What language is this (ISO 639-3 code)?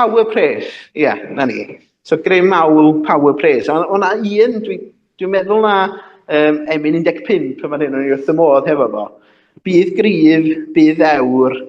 cym